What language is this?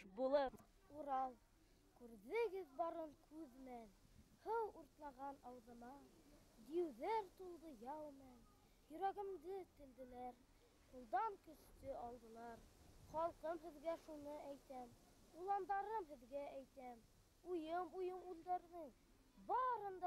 Bashkir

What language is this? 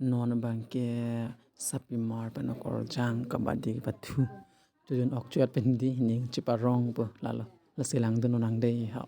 Karbi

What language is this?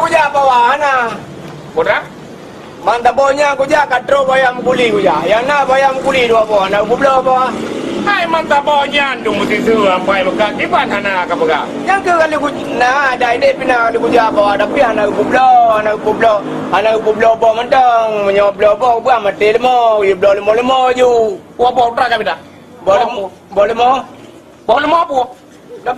Achinese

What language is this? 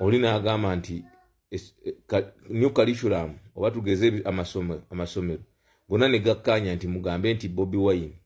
Ganda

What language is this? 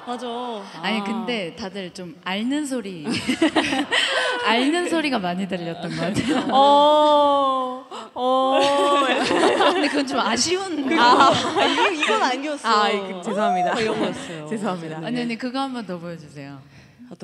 Korean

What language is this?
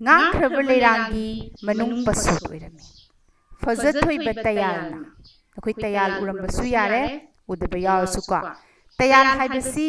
Manipuri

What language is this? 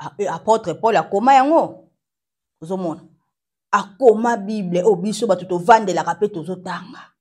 Lingala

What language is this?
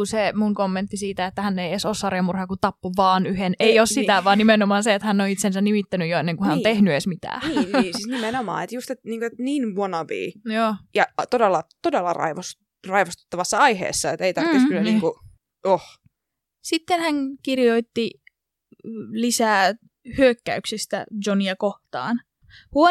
Finnish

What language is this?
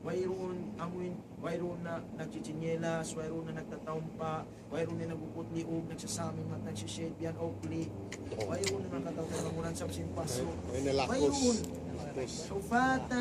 Tausug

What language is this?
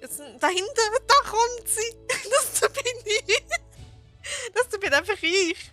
Swiss German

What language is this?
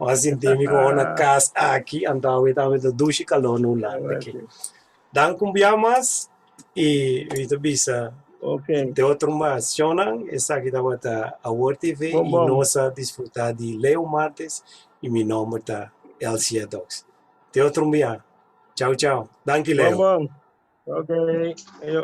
Papiamento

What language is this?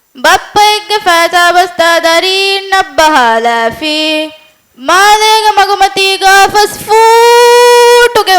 Divehi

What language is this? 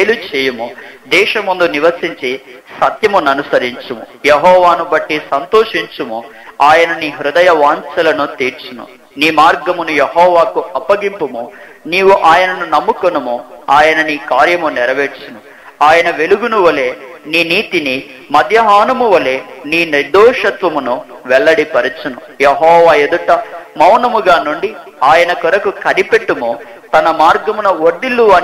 Telugu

